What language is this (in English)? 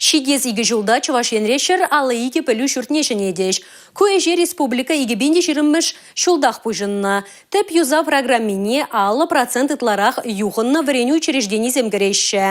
Chuvash